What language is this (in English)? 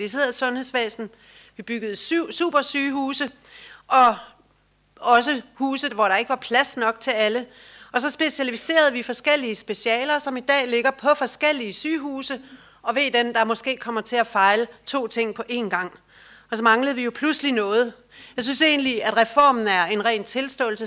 Danish